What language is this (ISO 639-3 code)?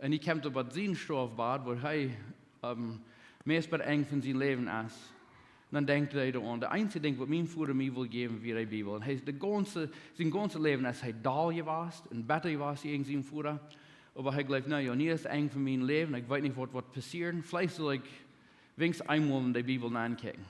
pdt